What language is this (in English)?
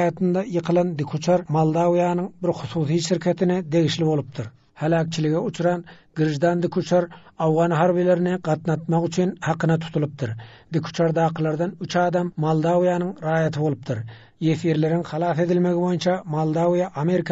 Turkmen